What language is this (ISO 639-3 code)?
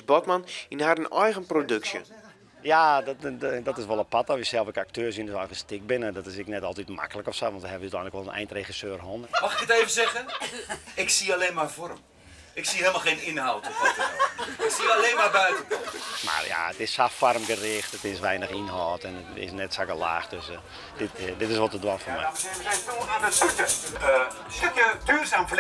fry